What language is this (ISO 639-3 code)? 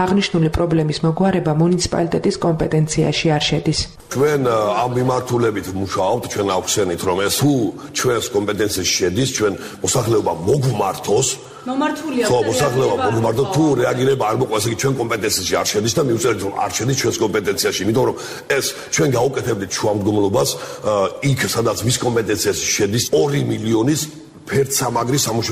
kat